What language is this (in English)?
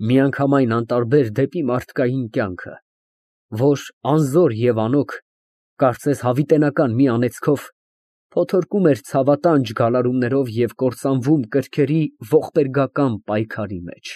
Armenian